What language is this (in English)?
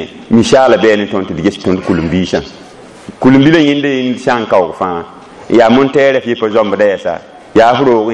Mossi